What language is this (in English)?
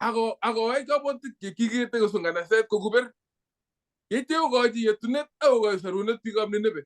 Kalenjin